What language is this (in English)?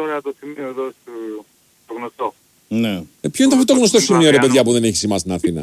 Greek